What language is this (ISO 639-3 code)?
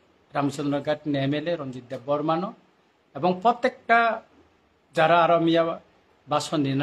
trp